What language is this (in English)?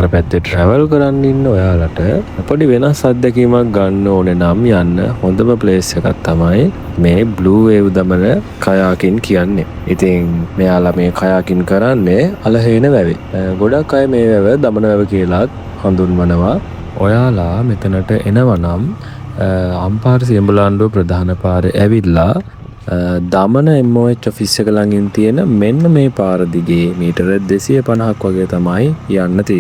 Sinhala